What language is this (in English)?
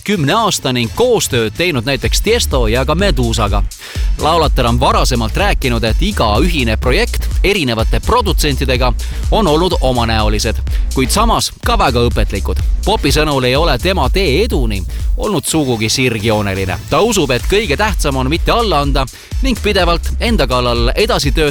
Estonian